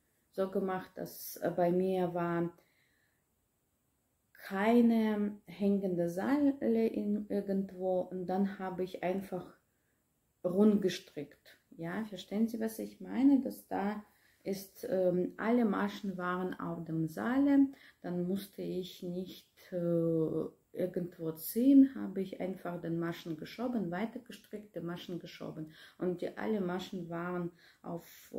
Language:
German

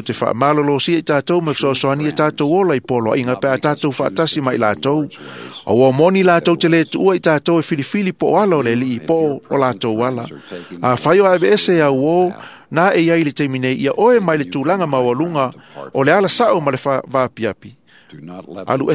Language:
Samoan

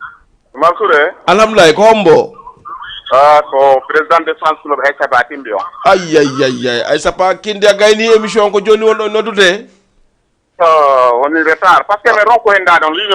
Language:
Fula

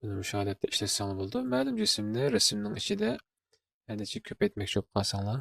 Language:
Uyghur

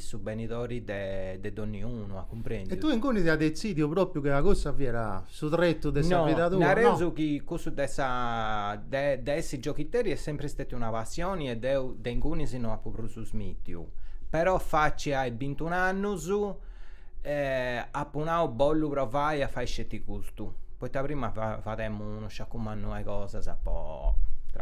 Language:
Sardinian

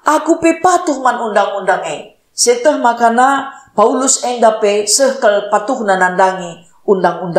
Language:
Batak Karo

